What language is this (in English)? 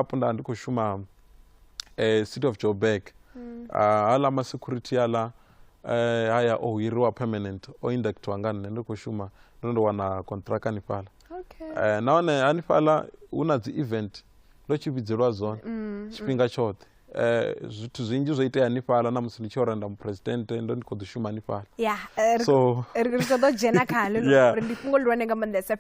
Venda